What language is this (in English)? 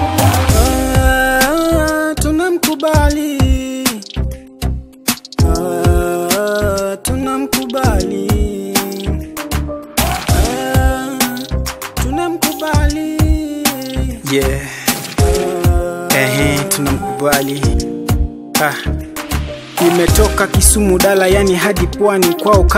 Swahili